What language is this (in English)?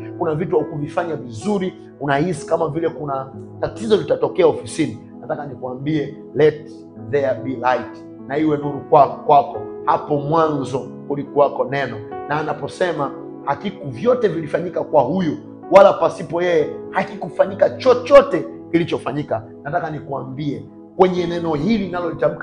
Swahili